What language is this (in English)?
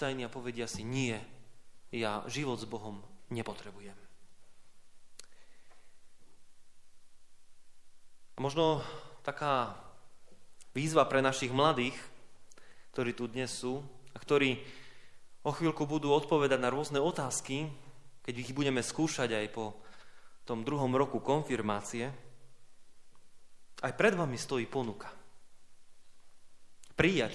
Slovak